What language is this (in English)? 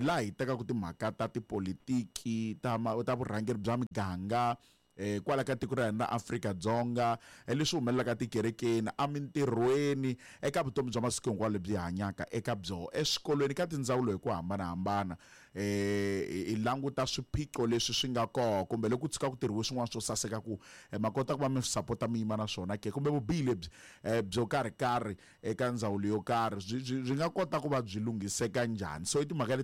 Tsonga